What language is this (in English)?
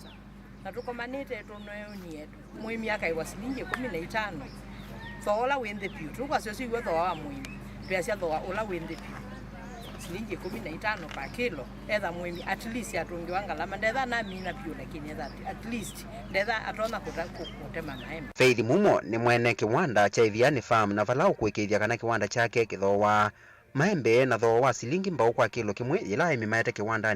Kamba